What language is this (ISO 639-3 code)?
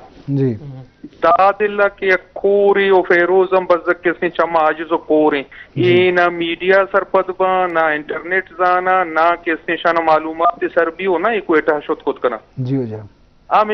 bgp